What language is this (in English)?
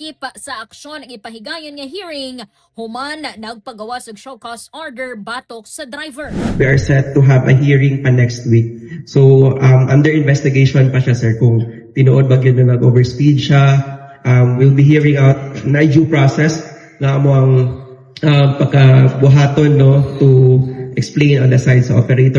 Cebuano